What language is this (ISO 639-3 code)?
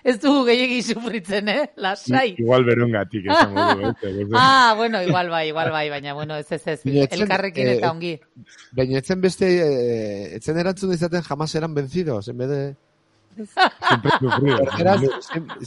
eus